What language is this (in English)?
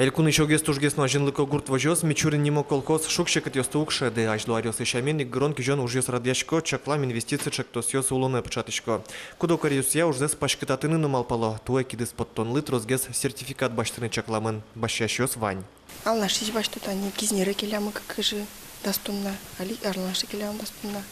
Udmurt